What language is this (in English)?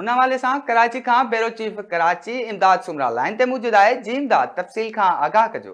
Sindhi